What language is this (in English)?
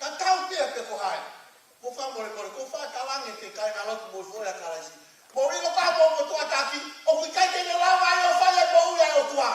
Tongan